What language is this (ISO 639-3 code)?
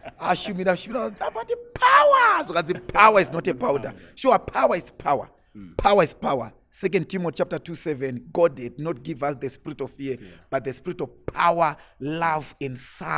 sna